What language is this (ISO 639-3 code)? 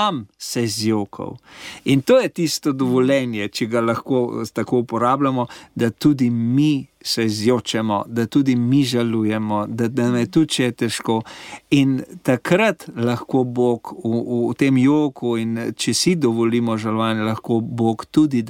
slv